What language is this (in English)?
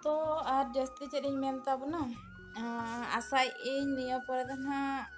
Santali